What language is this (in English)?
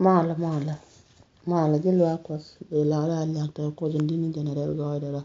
Nuer